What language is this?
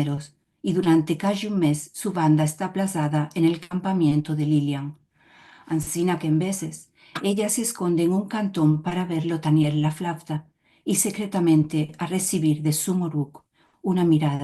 Ladino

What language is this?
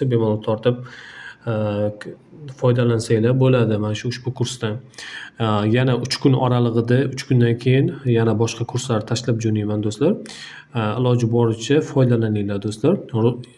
Uzbek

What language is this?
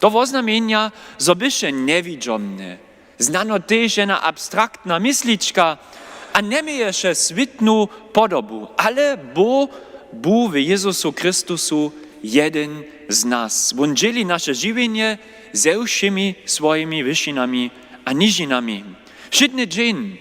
Upper Sorbian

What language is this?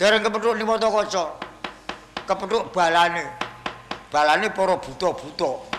Javanese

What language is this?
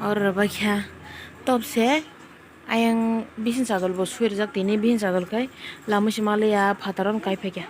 Kok Borok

